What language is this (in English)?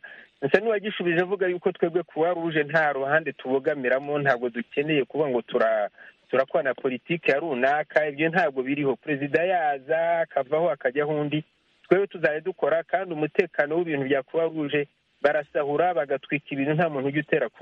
Kinyarwanda